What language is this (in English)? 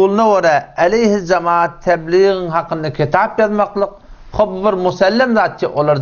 Turkmen